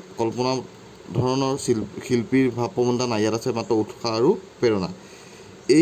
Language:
Assamese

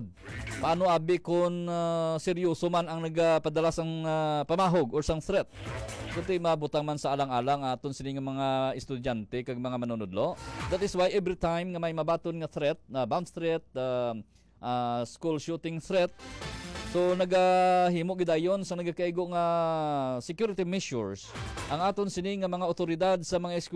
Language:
Hiligaynon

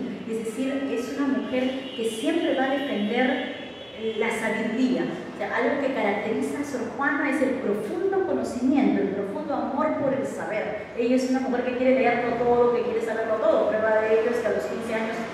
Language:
Spanish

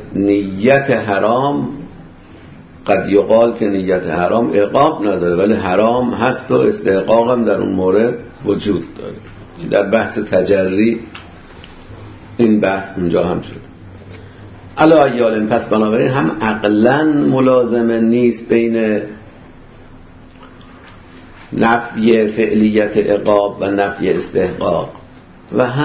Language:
Persian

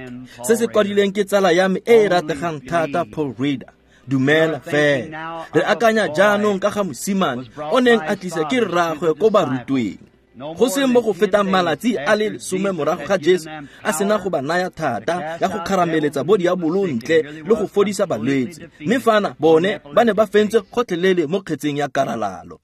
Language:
Tswana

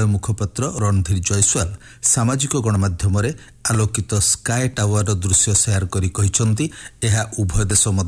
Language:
Odia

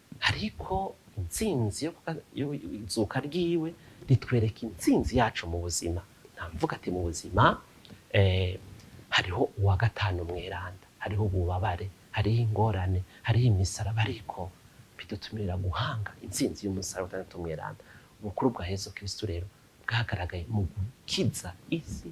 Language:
Rundi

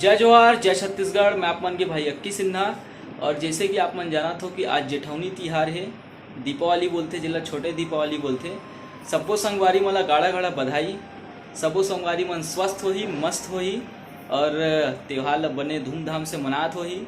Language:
Chhattisgarhi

